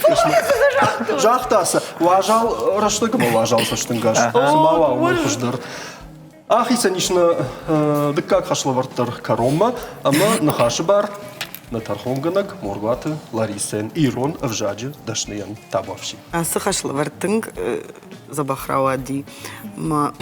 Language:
Ossetic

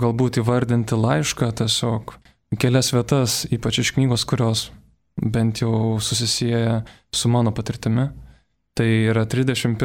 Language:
Lithuanian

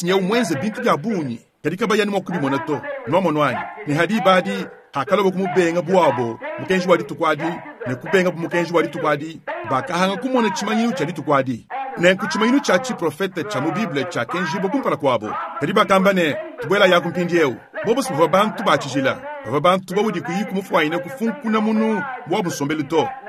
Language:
Luba-Lulua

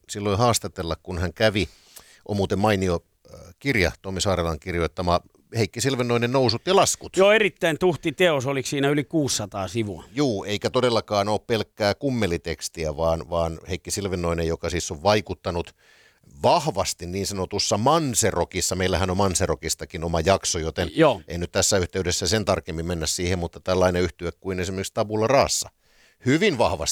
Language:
Finnish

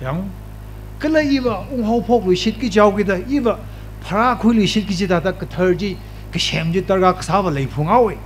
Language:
Tangkhul Naga (India)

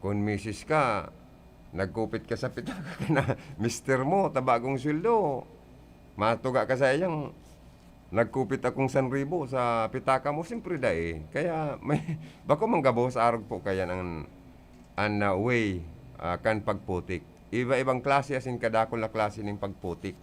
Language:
Bikol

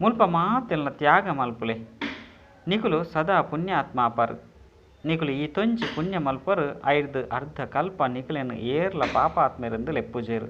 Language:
Tulu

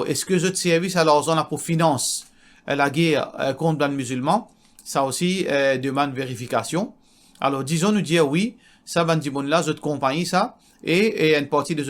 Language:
Morisyen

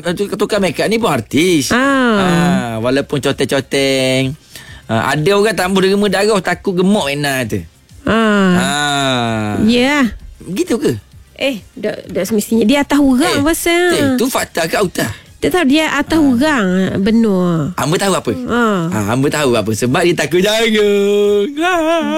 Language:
Malay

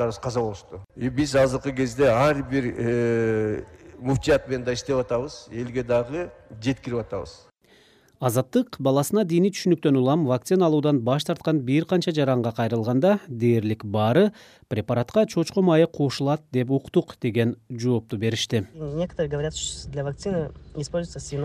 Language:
Kyrgyz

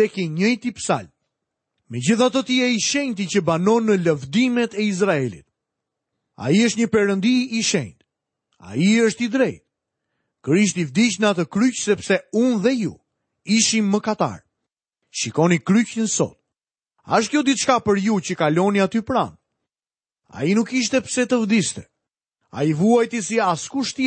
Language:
Albanian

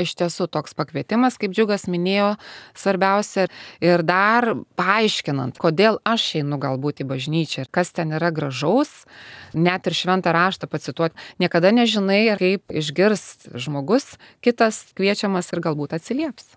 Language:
Lithuanian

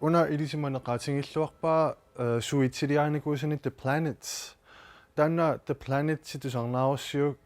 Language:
Kalaallisut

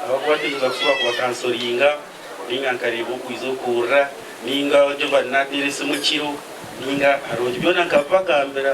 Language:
Nyankole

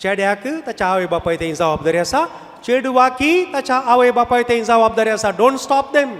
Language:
Konkani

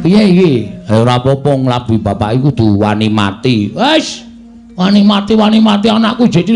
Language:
Javanese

